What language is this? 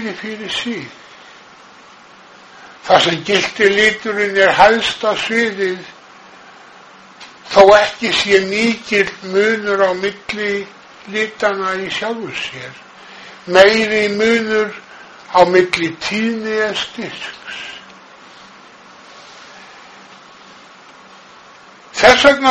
Icelandic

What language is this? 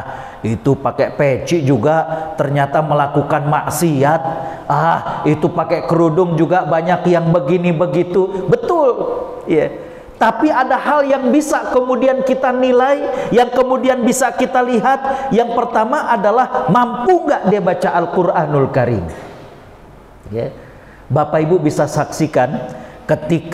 Indonesian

